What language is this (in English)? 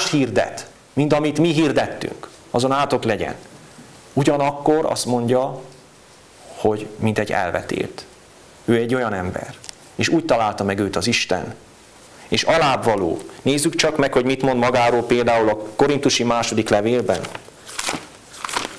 Hungarian